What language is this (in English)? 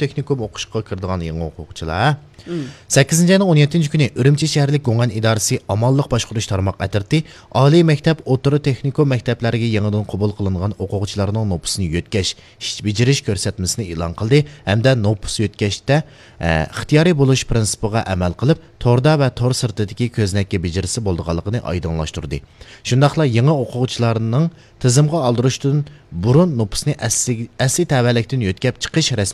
Uyghur